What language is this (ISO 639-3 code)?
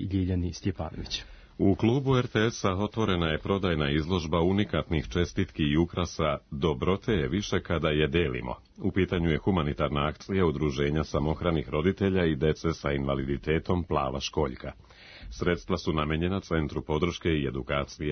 srp